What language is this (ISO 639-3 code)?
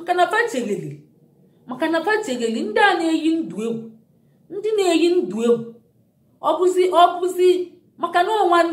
ibo